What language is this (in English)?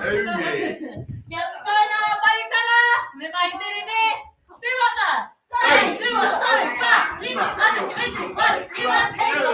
Māori